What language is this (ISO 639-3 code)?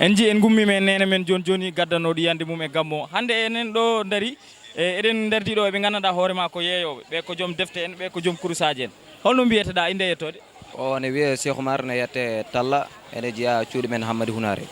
ful